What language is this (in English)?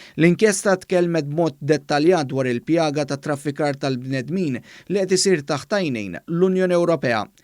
Maltese